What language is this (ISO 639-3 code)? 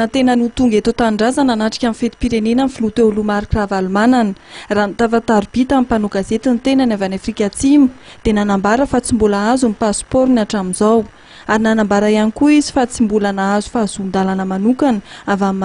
mlg